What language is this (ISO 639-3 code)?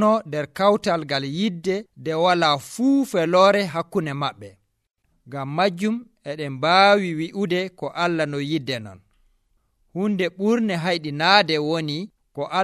fuv